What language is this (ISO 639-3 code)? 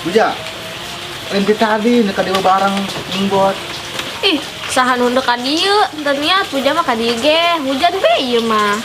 sun